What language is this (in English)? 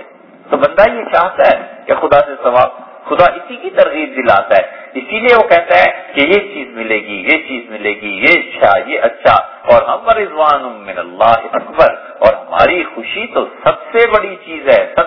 Urdu